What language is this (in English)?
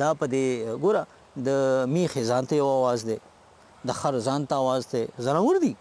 Pashto